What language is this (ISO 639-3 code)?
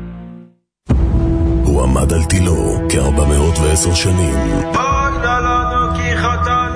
heb